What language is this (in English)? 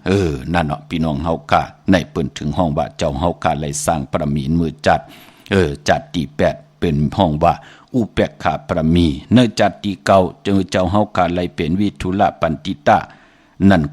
Shan